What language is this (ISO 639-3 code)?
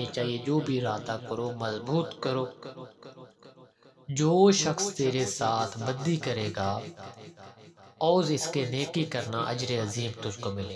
urd